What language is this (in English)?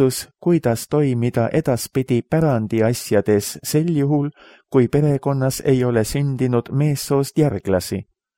Estonian